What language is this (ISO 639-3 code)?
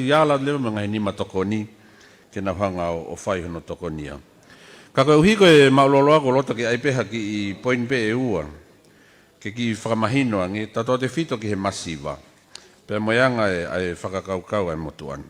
ton